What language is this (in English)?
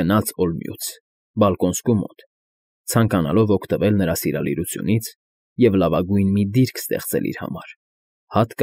Armenian